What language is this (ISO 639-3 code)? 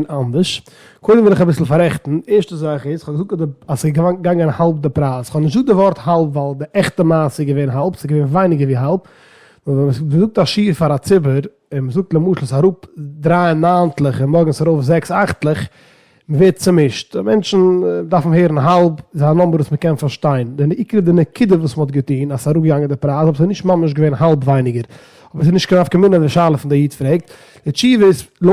yid